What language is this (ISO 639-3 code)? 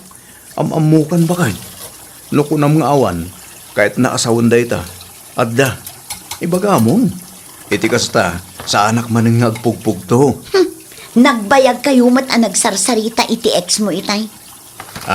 ilo